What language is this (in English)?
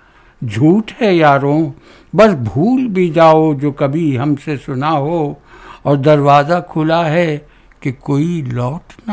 Urdu